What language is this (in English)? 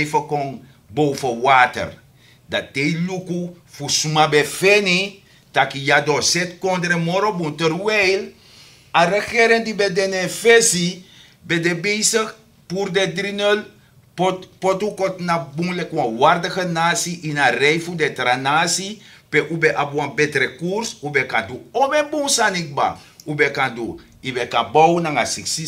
Sranan Tongo